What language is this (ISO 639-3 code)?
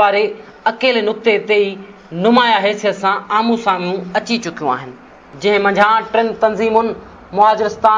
snd